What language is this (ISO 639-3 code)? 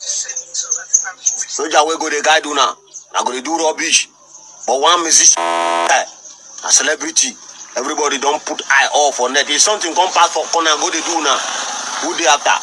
pcm